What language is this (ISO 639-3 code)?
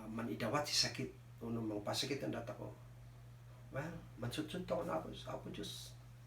kne